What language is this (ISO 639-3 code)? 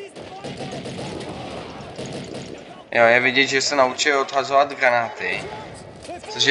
ces